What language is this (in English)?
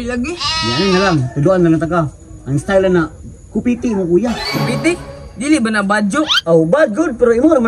Cebuano